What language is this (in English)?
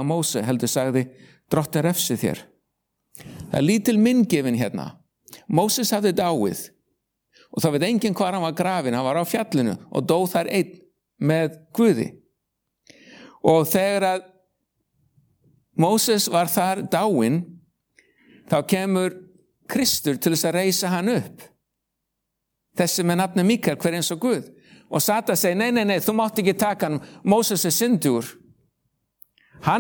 Icelandic